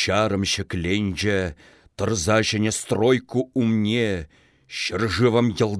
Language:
Chuvash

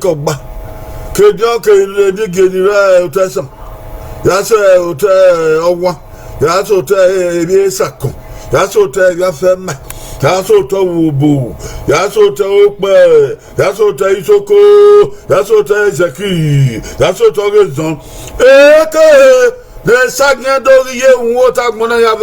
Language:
Bini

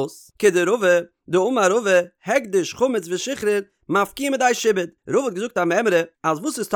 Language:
Yiddish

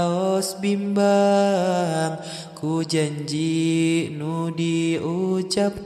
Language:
Sundanese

